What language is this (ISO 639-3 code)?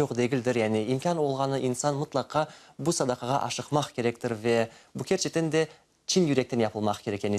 crh